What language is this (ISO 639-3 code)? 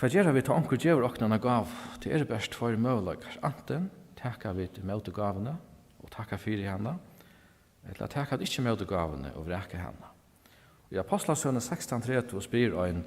fao